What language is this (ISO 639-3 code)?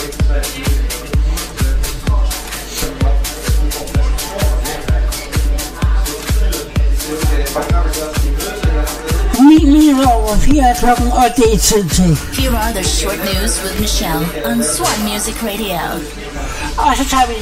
dan